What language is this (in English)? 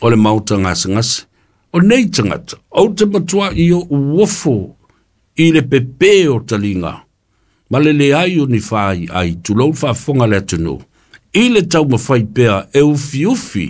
Samoan